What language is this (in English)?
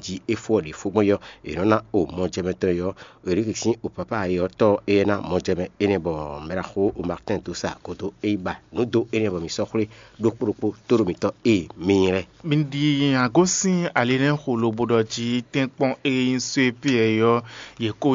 Fon